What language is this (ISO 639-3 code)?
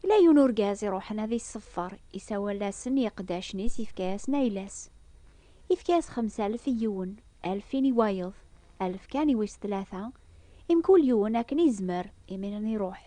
kab